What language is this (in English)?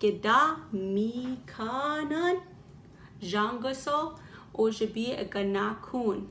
Chippewa